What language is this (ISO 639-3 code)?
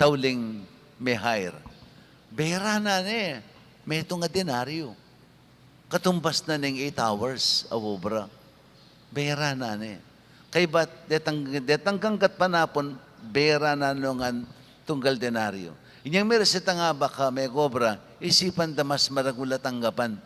pam